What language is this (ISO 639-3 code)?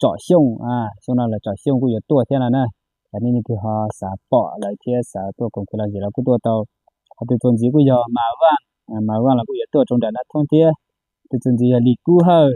hmn